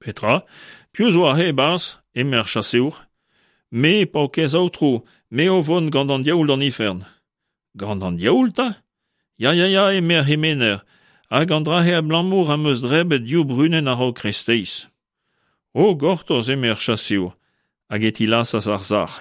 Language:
Breton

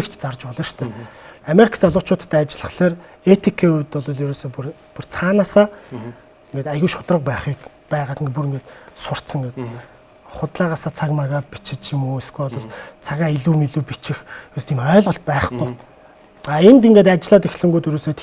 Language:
Mongolian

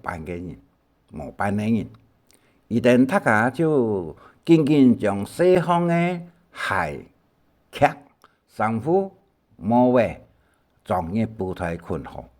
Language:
Hakka Chinese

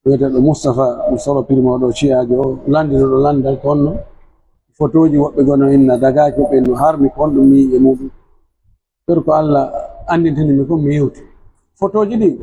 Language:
Pular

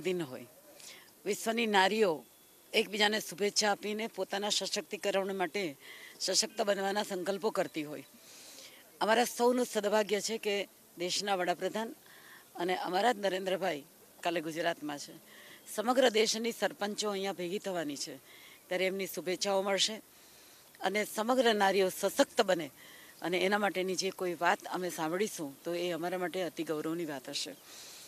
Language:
Gujarati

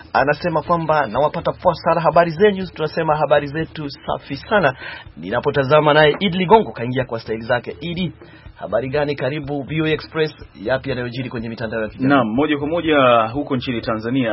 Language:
Swahili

